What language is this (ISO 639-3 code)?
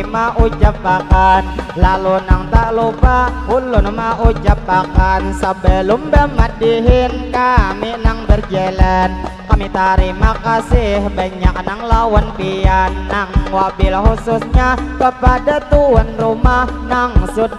bjn